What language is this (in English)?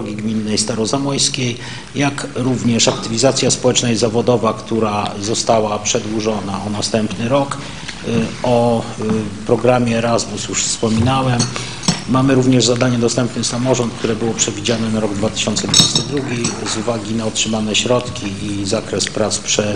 Polish